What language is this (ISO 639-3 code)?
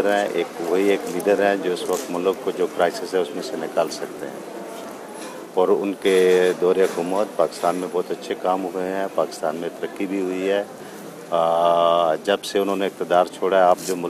urd